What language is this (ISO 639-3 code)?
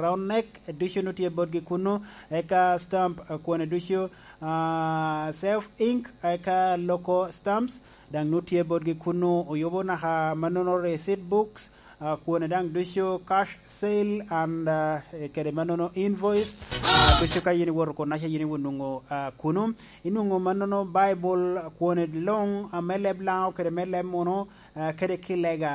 laj